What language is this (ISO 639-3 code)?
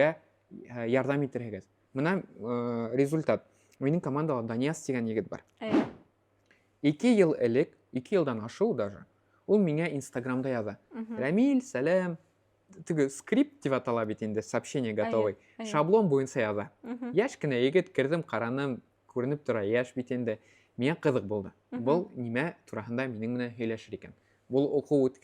bak